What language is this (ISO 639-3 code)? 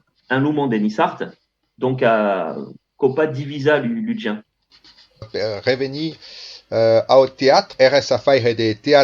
oci